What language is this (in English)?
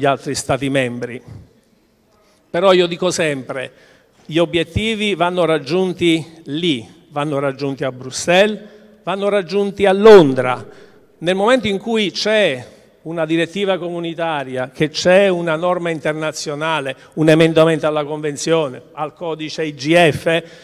Italian